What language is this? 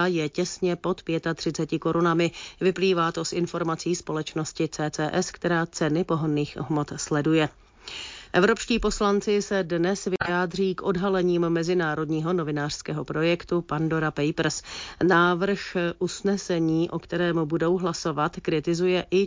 Czech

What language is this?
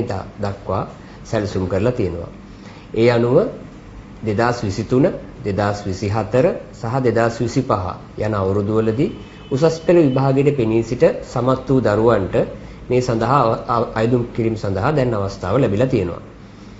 Sinhala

